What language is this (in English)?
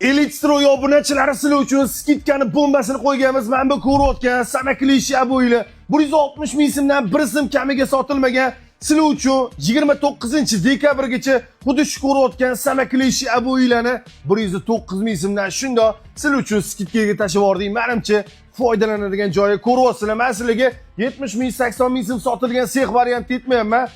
Uzbek